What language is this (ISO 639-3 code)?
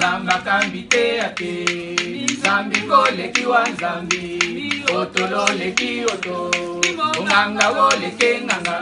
tll